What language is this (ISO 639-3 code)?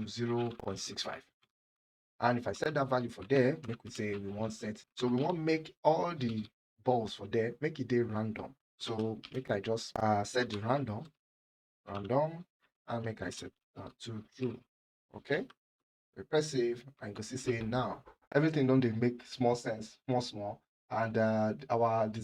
pcm